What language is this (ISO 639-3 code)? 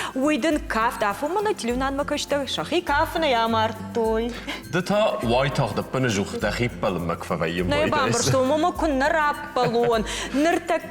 oss